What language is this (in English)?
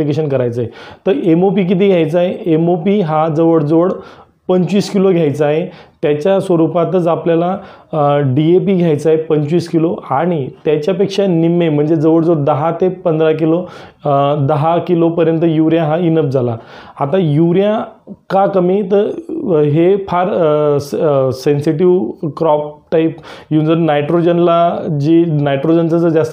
Marathi